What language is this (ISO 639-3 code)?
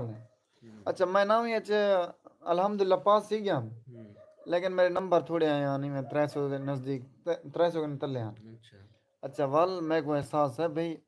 skr